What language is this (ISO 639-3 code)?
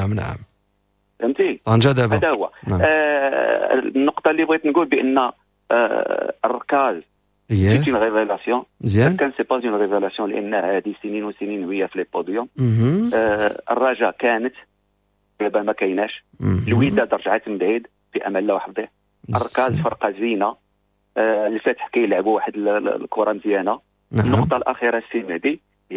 ary